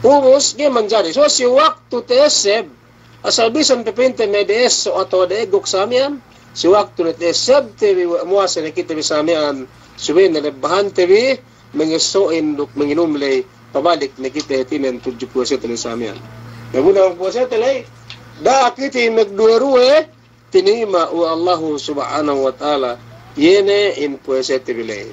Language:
Yakan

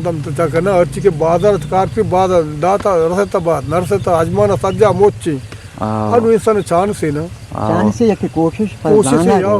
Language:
Eastern Balochi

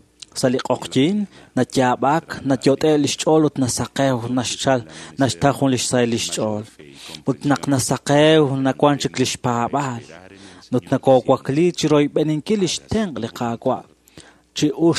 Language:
Kekchí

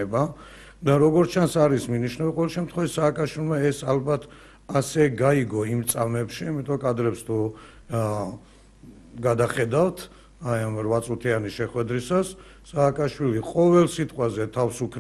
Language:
Georgian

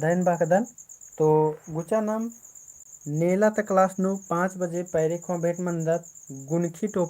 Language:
Kurukh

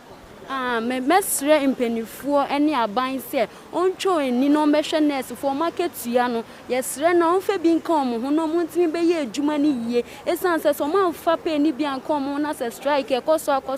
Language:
Akan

